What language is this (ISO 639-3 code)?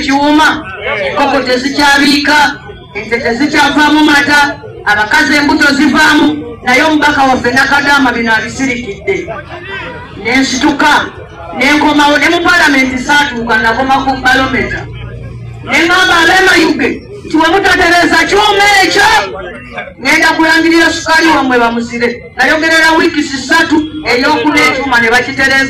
lug